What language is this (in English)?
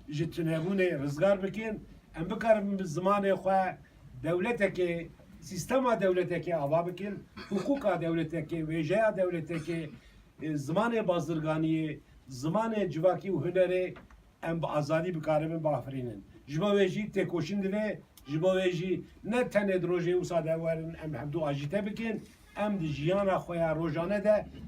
Kurdish